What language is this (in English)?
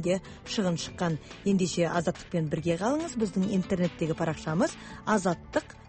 Kazakh